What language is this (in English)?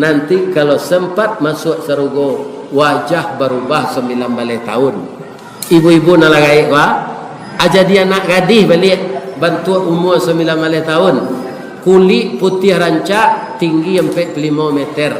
Minangkabau